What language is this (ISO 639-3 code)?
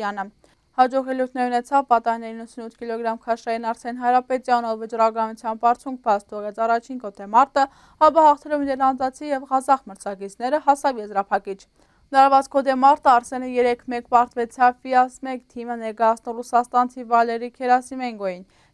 hye